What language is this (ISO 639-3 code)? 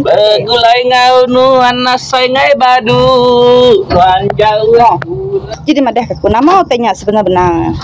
iba